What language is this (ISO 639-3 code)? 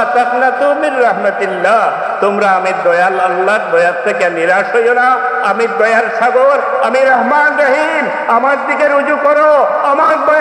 syl